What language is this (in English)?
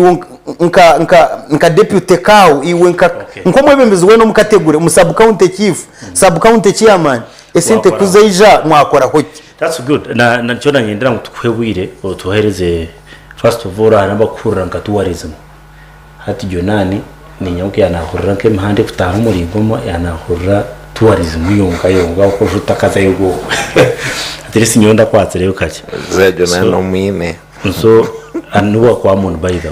Nyankole